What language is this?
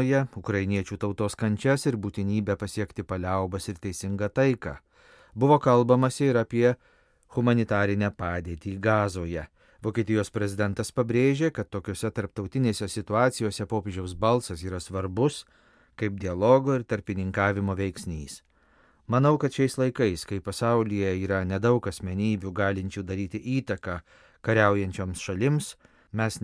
Lithuanian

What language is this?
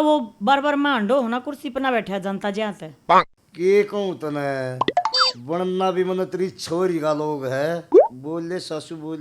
Haryanvi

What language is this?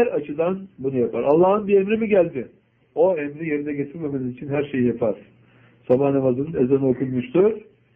Turkish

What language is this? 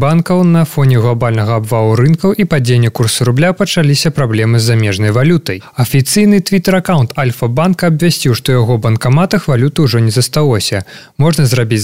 Belarusian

